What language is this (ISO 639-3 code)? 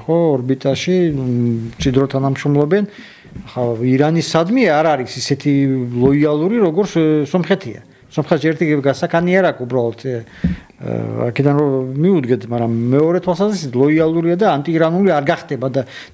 kat